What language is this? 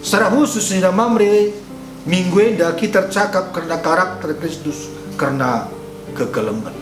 Batak Karo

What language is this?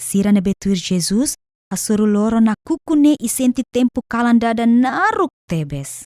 Tetum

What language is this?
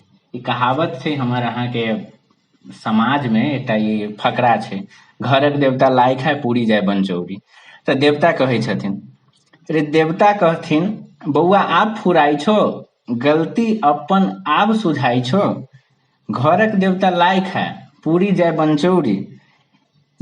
Maithili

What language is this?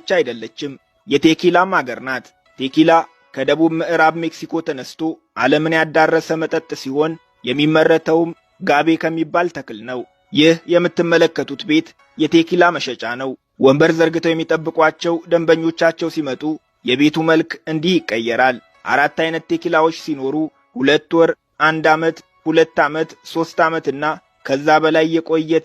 Amharic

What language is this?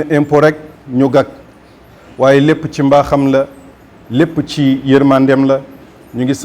Wolof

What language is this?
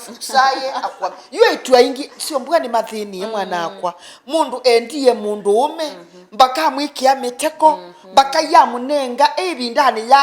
Kamba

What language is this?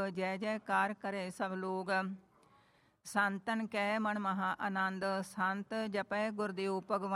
Punjabi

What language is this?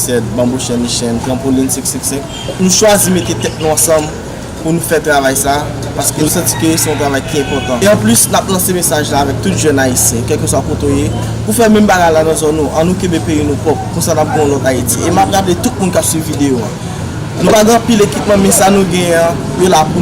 Haitian Creole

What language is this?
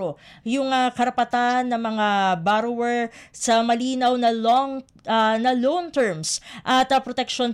Filipino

